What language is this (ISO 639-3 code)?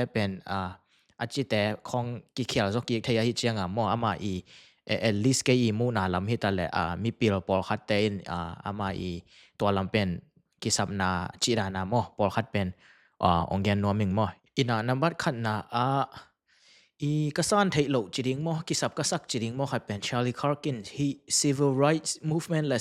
ctd